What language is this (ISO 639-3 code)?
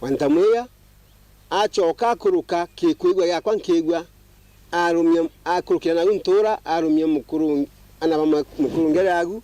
mer